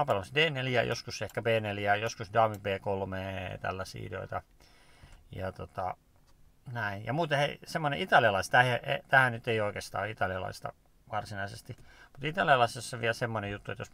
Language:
Finnish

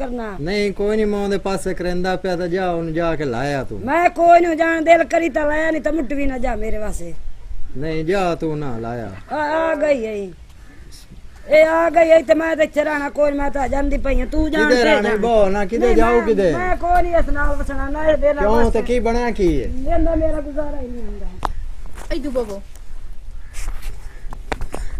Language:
Punjabi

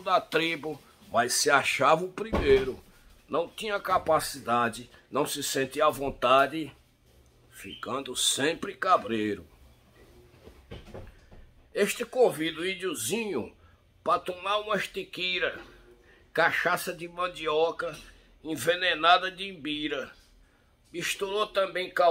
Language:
Portuguese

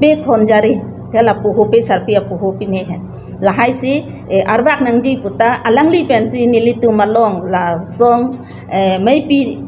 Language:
Karbi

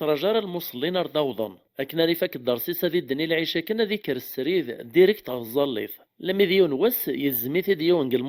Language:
Kabyle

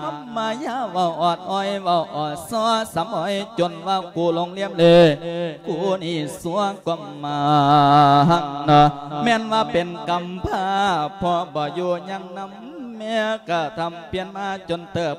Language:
Lao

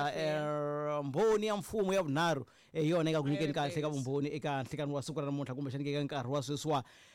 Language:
Tsonga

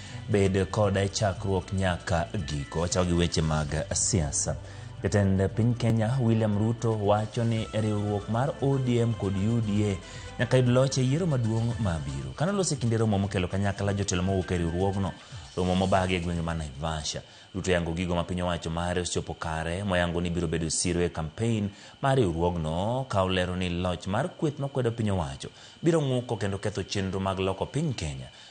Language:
Luo (Kenya and Tanzania)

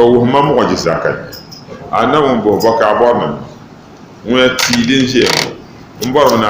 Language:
Dagbani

